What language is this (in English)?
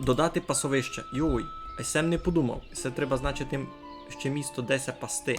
Rusyn